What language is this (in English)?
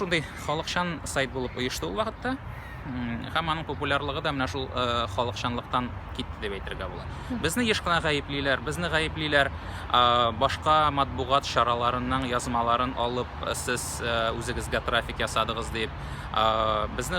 Tatar